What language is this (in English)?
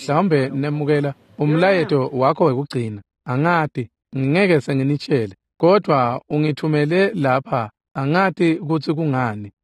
Swati